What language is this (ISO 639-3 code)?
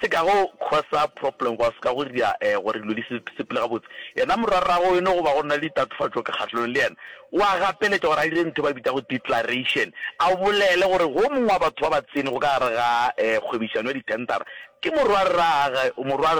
nso